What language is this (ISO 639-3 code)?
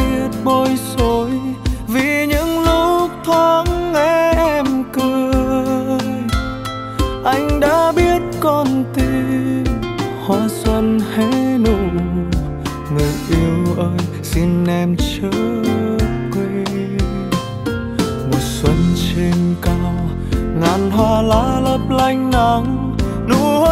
vie